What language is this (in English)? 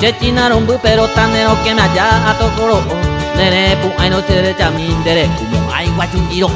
Guarani